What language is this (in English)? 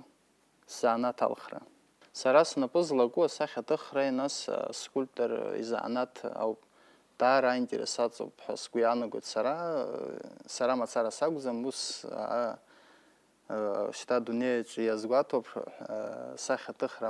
Abkhazian